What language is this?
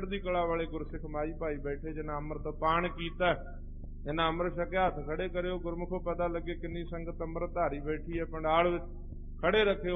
Punjabi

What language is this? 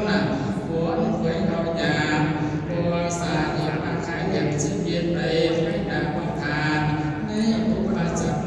Northeastern Thai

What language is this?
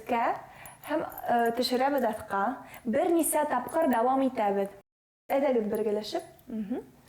Bashkir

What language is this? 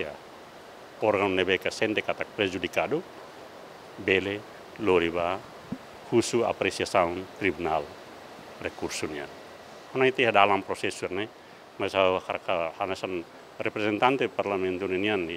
Tetum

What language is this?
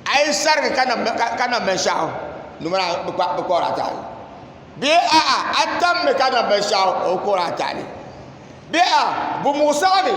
Dagbani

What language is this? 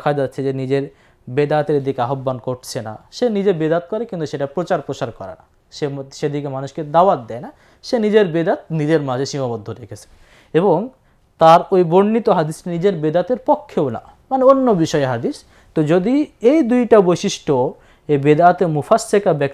Bangla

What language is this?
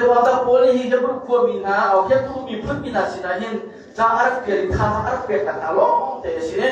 Hakha Chin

